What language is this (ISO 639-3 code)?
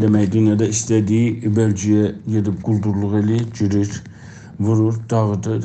azb